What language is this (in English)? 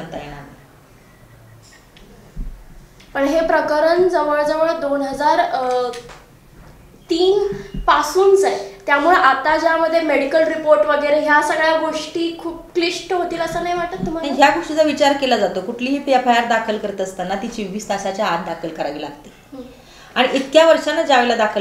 Marathi